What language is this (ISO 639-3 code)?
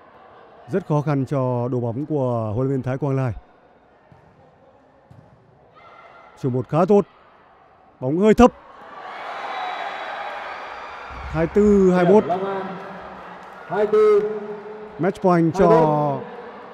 vie